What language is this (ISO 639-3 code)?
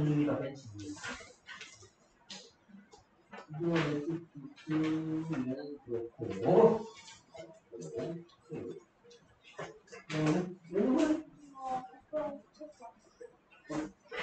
kor